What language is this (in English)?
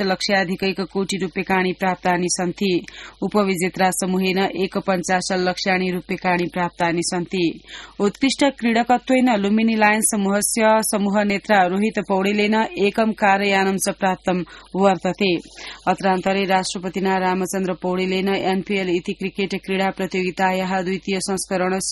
Sanskrit